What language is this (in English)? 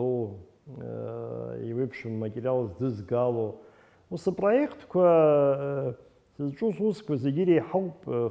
Abkhazian